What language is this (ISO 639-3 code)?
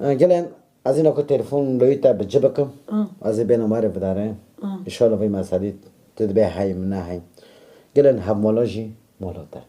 kur